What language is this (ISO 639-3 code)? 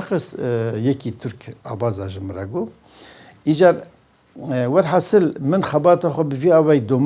kur